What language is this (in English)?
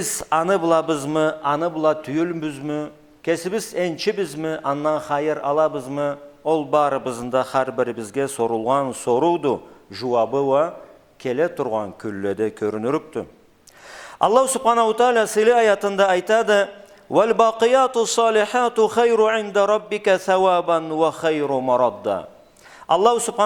Karachay-Balkar